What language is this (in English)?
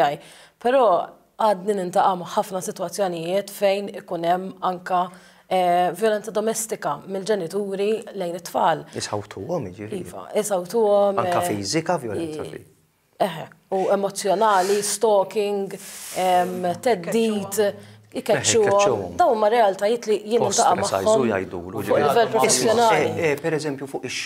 Maltese